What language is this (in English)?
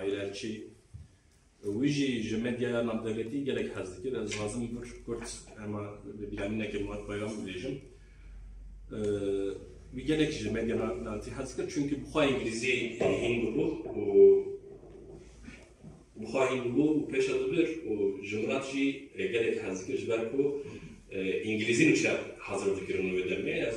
Kurdish